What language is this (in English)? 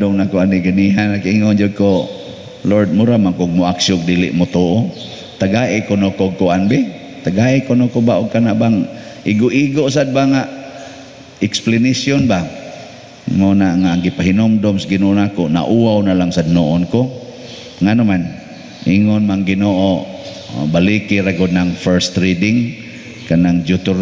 Cebuano